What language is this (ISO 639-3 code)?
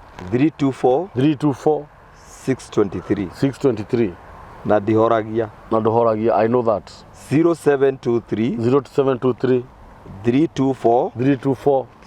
kik